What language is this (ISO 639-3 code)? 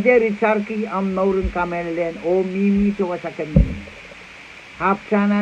pon